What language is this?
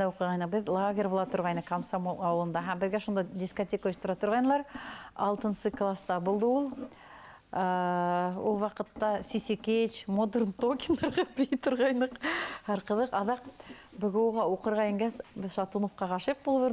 Bashkir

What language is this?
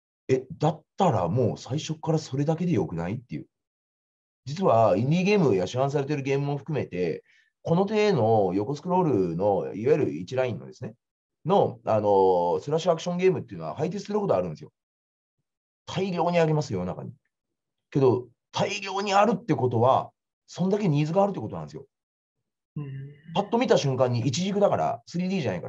Japanese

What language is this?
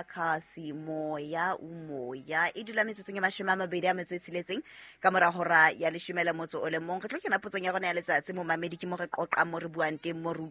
Southern Sotho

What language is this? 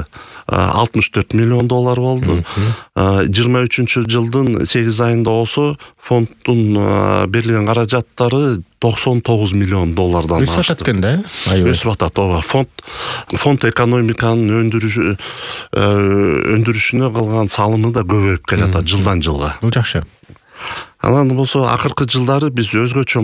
Kyrgyz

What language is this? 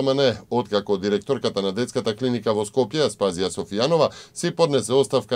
Macedonian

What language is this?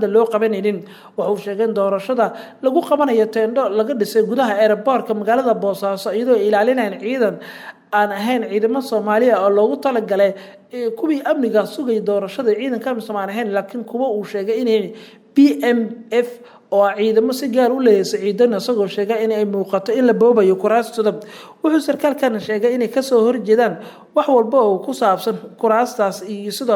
Somali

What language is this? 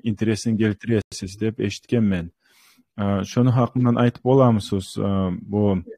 Kumyk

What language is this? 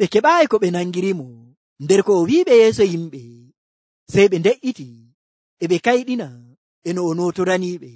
Nigerian Fulfulde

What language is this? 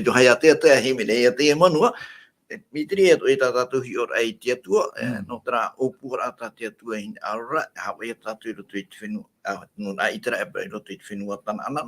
Tahitian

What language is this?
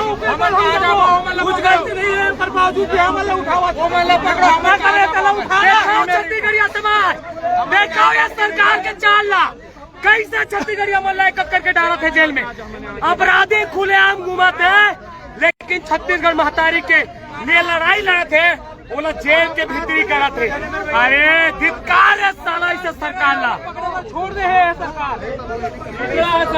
Chhattisgarhi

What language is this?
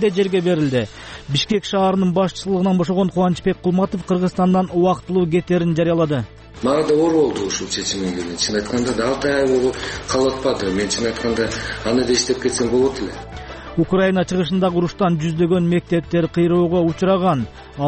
Kyrgyz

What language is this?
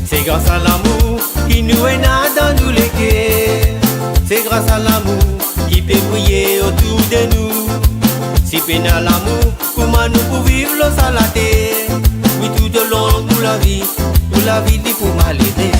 Morisyen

